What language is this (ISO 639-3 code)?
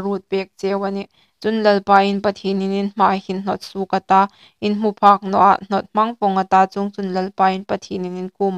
hmr